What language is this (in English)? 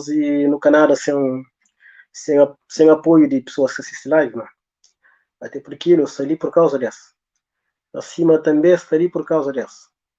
Kabuverdianu